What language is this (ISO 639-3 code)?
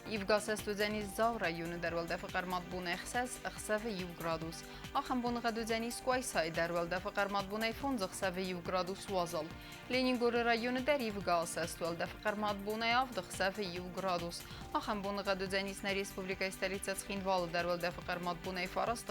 oss